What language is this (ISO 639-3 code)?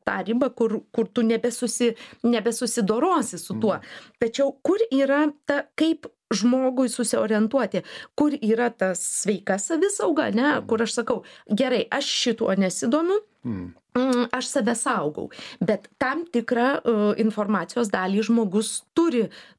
lit